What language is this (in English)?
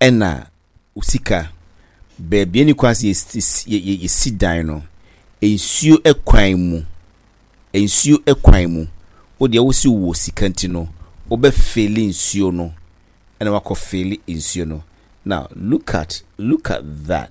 Akan